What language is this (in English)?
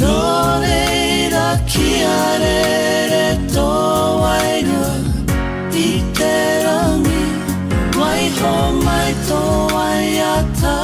Māori